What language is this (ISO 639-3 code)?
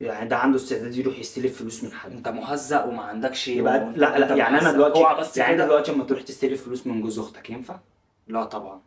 arz